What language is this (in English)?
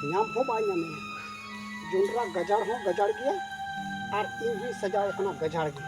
Santali